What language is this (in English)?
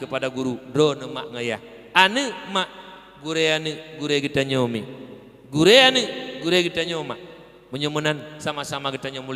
Achinese